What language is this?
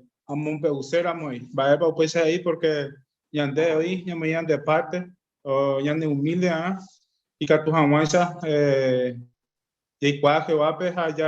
Guarani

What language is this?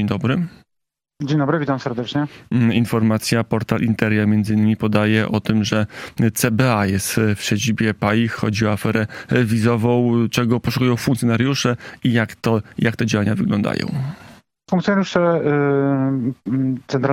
Polish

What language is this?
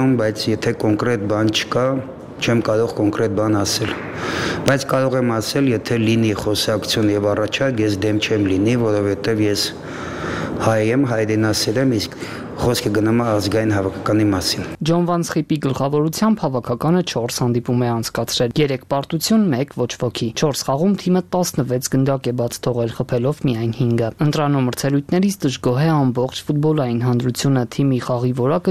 Armenian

